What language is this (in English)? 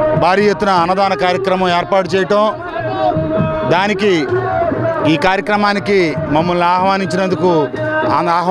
Telugu